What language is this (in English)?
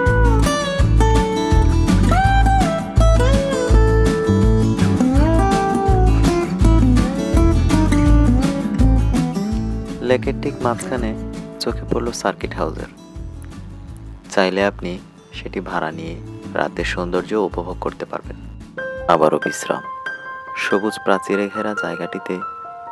Bangla